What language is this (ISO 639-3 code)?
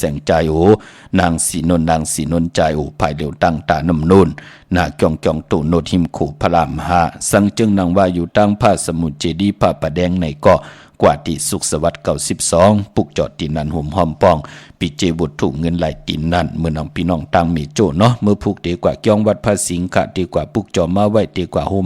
shn